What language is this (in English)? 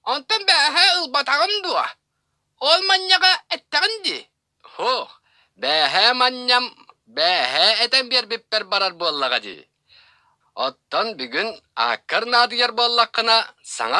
Yakut